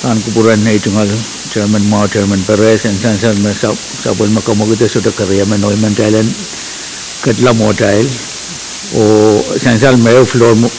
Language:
Pohnpeian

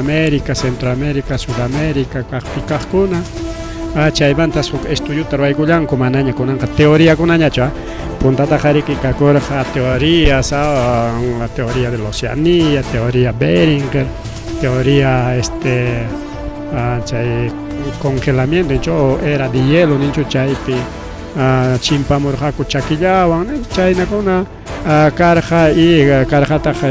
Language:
Ayacucho Quechua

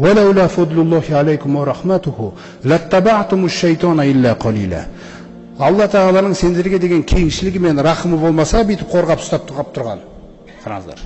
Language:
Kazakh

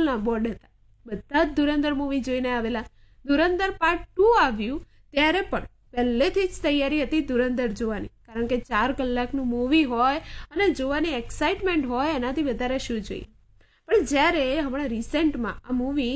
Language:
Gujarati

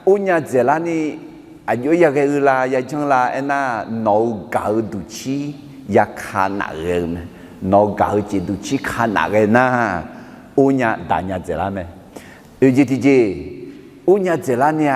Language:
Akha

